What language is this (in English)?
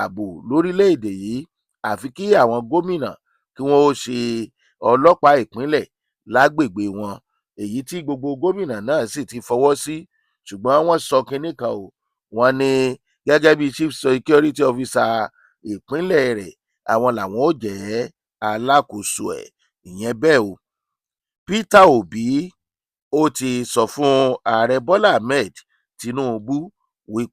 Yoruba